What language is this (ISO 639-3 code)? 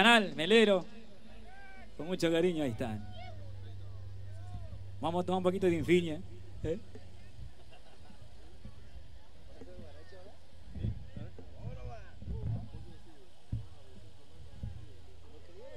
spa